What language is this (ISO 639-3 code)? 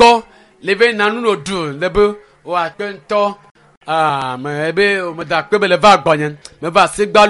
ewe